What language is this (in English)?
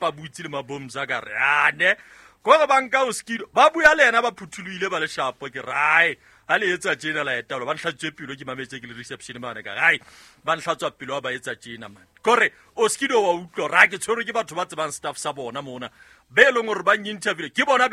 Southern Sotho